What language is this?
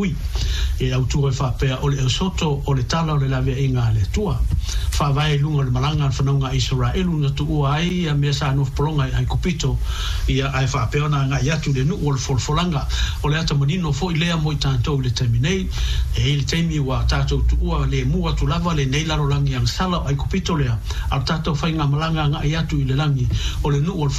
Samoan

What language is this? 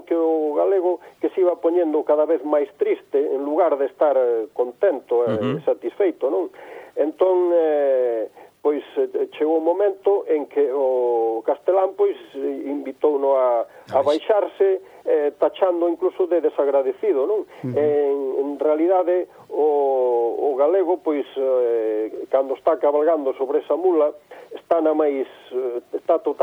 Galician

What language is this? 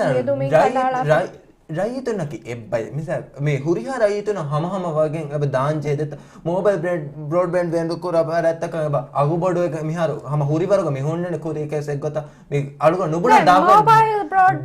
Divehi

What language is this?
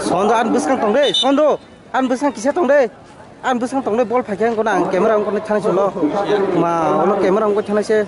Kok Borok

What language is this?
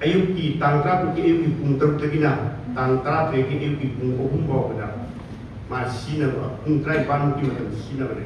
Manipuri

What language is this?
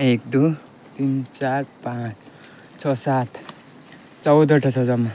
Nepali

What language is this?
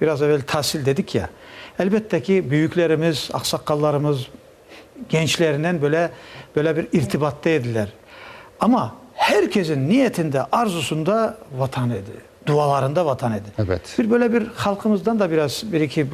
Crimean Tatar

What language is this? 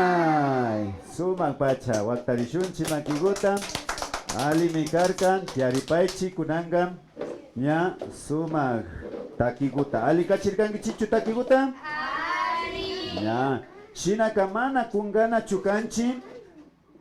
Imbabura Highland Quichua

